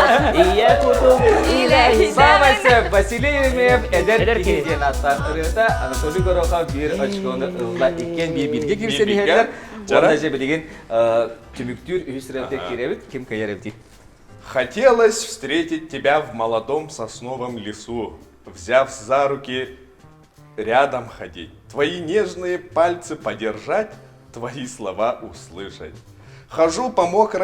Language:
Yakut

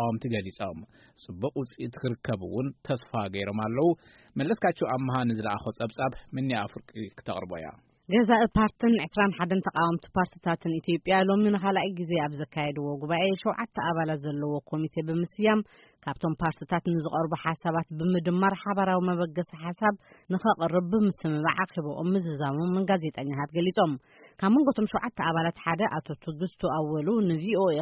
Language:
Tigrinya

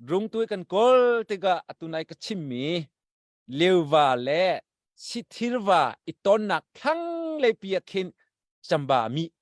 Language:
Hakha Chin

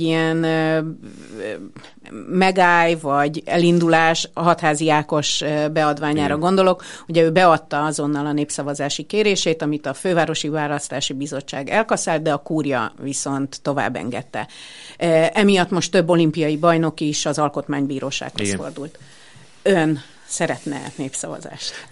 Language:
Hungarian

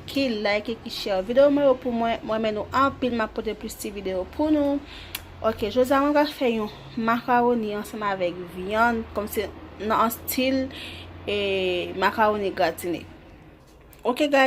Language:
Haitian Creole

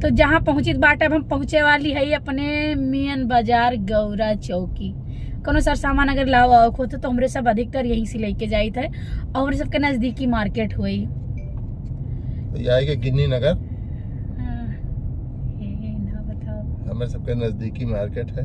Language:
Awadhi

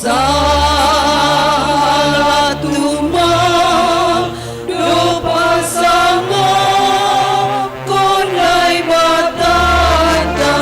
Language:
Batak Simalungun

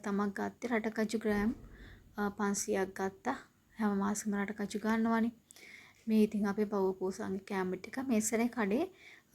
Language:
Sinhala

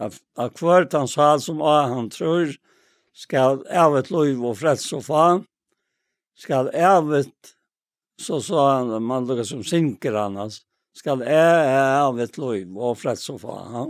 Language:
Faroese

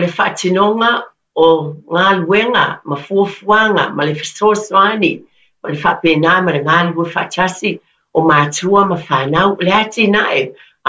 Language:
Samoan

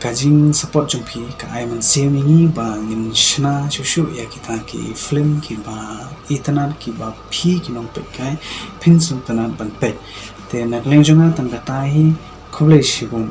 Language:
Khasi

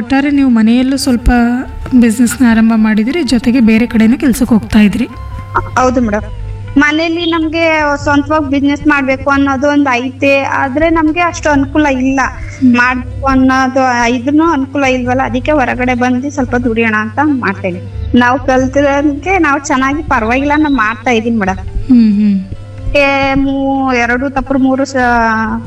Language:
Kannada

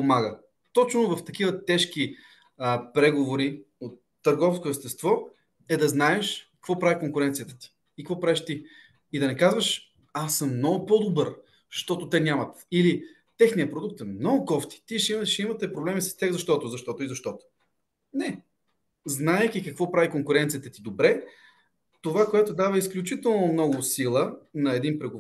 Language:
Bulgarian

